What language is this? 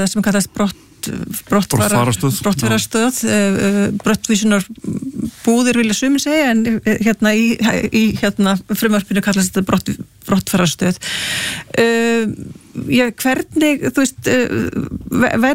Icelandic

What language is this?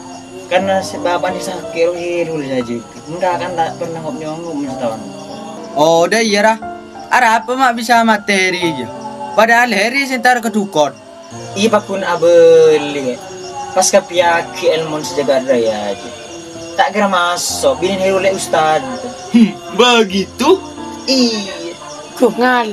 Madurese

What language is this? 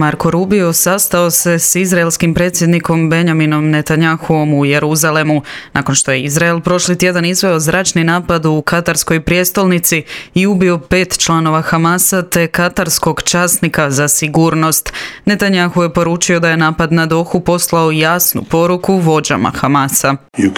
Croatian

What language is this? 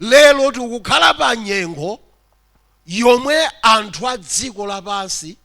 Nyanja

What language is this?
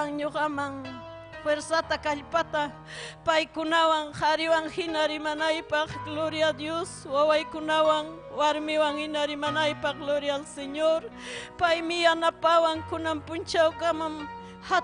Ayacucho Quechua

